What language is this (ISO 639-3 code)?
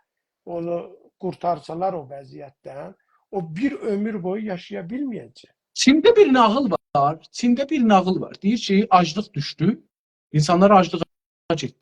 azb